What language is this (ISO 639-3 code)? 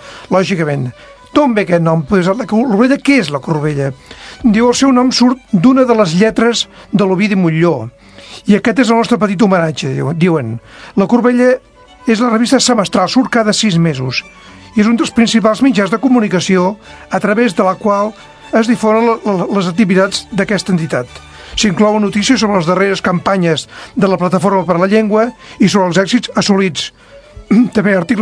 cat